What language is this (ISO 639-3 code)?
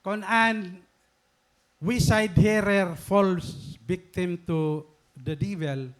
war